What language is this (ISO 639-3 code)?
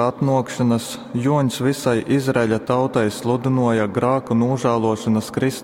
ltg